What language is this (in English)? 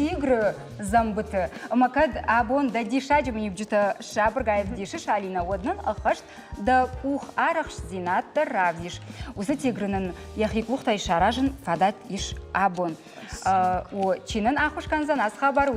Ossetic